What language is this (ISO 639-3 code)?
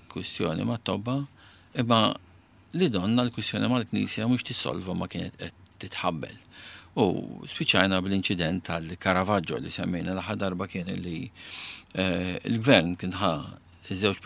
mlt